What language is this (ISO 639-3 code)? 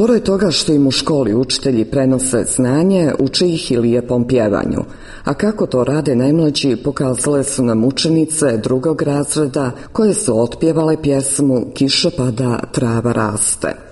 bos